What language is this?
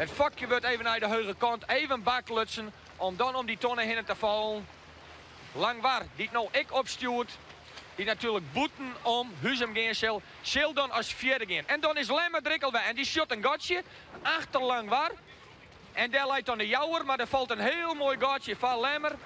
Western Frisian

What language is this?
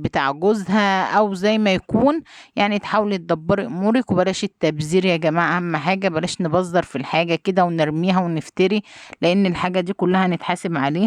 Egyptian Arabic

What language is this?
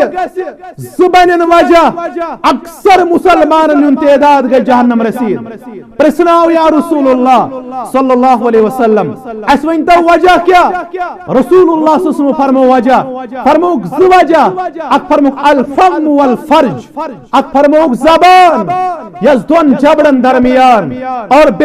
Kashmiri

